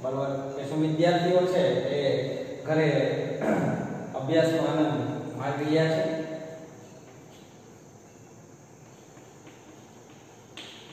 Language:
Gujarati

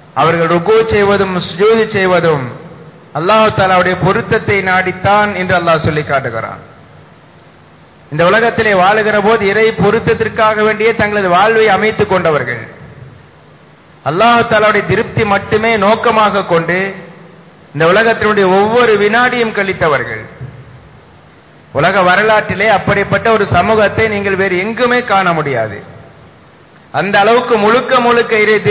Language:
Tamil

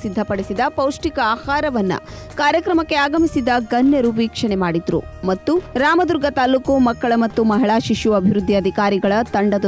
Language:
Kannada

